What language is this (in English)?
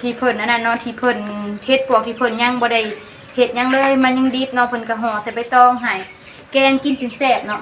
Northeastern Thai